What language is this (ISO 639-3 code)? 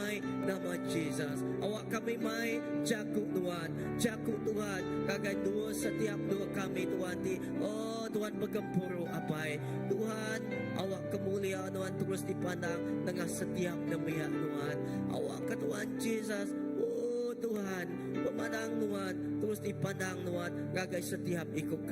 iba